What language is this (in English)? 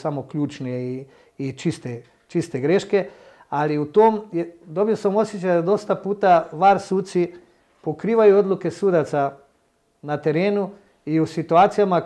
Serbian